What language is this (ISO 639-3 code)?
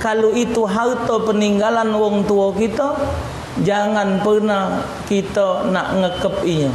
mui